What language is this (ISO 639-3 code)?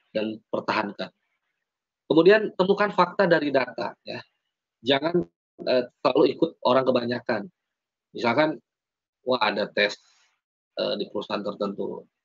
ind